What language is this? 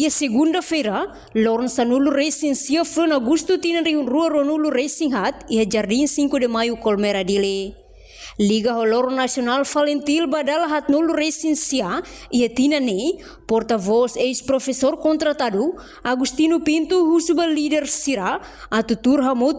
Tetum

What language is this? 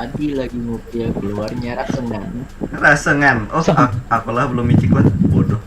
Banjar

